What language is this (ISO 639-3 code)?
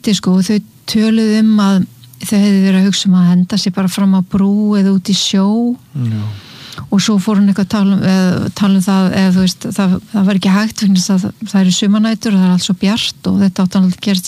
isl